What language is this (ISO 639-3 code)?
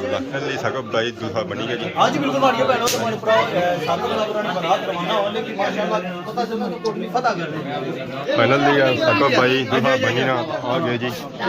phr